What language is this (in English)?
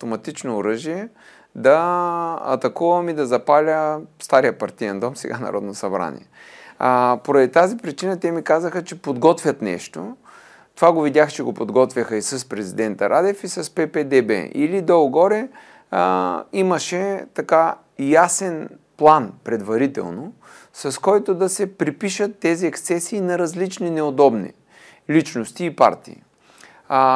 Bulgarian